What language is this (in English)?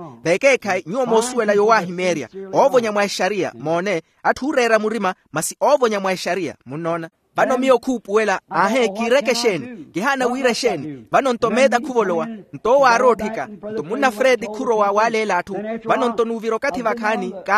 Makhuwa